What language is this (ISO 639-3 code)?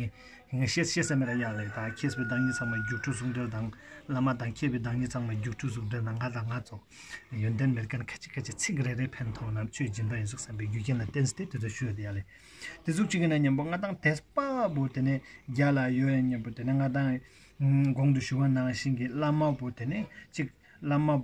bod